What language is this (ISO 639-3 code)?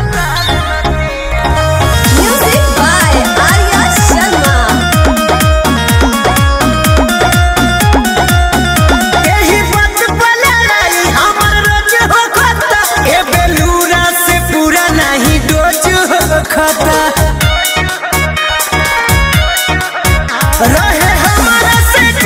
bho